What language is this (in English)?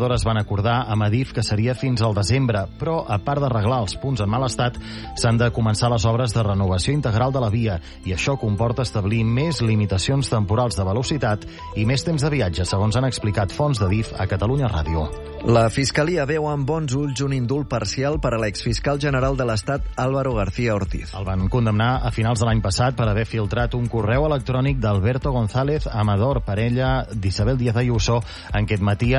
Catalan